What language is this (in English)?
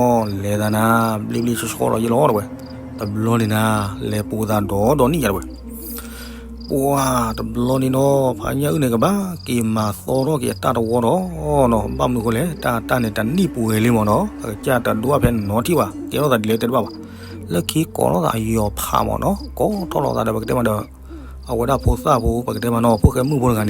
S'gaw Karen